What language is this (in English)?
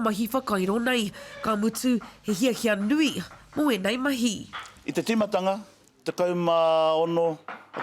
Māori